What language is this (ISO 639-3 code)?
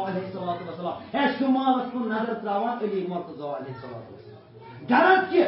kas